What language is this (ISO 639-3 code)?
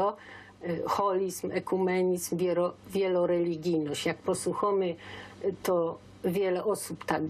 szl